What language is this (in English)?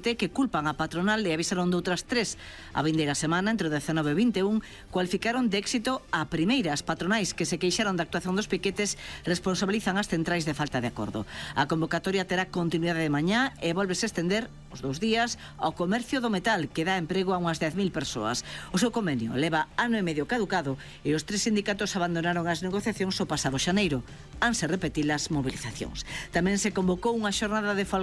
Galician